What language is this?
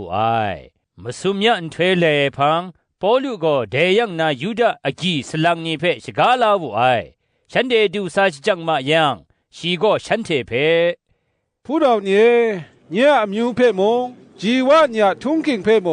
Kachin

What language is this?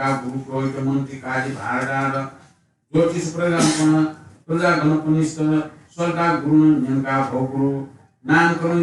Newari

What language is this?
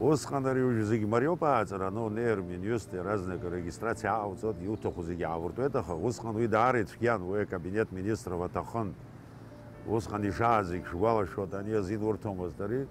Abkhazian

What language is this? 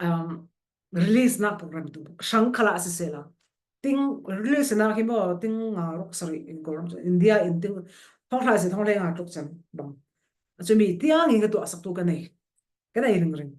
Falam Chin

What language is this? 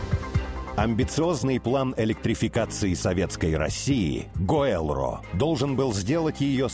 Russian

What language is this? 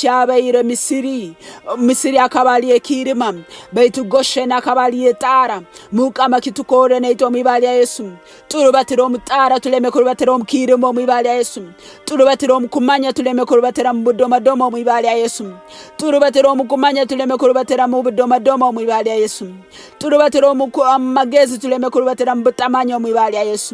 Nyoro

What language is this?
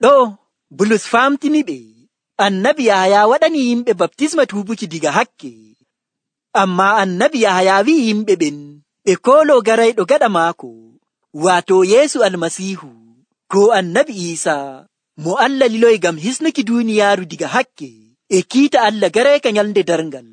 Nigerian Fulfulde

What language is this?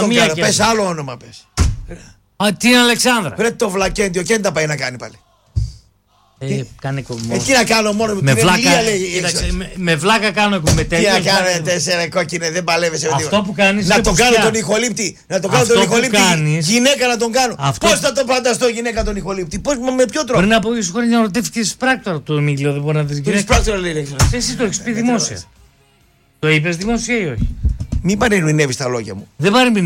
Greek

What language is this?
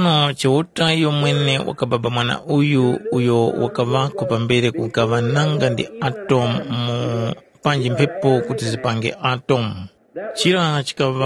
Tumbuka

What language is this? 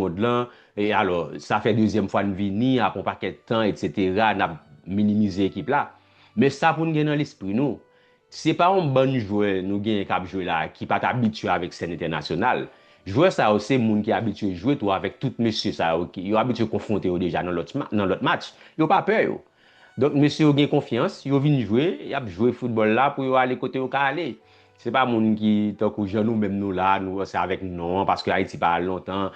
Haitian Creole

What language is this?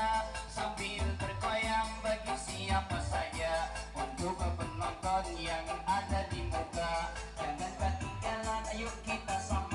Banjar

